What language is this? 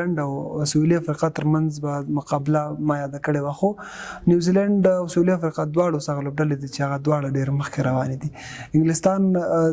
Pashto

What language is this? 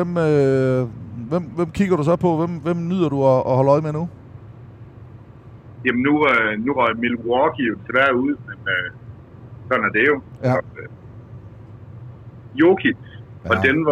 Danish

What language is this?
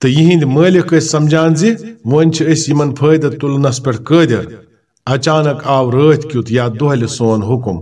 Kashmiri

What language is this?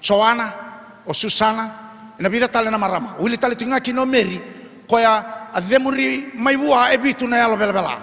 Fijian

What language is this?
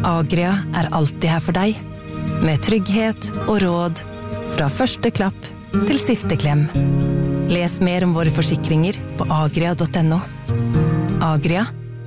Norwegian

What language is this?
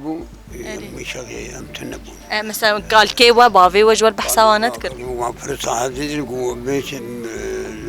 Kurdish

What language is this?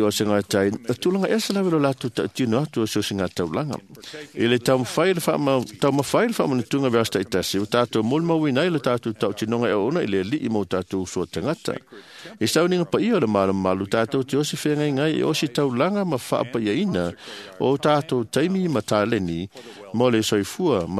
Samoan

